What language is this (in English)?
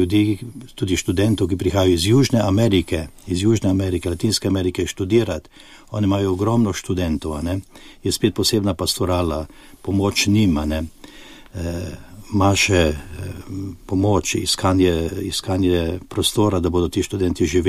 Slovenian